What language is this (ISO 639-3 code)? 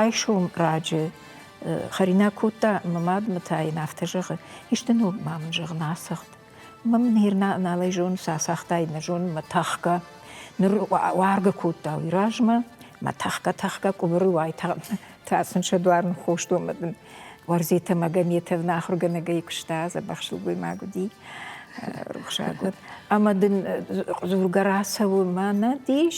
oss